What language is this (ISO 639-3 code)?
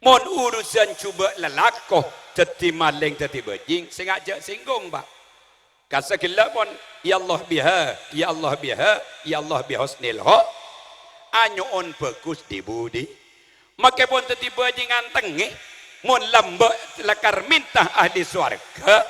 mad